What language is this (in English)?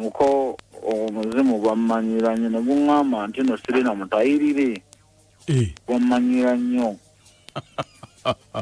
Ganda